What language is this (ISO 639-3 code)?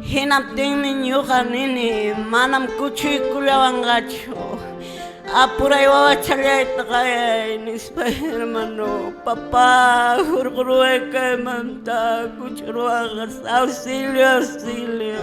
que